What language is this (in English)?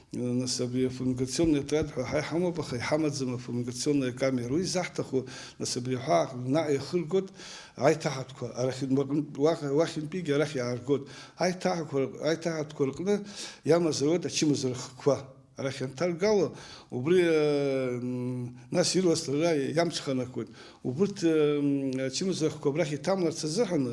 Abkhazian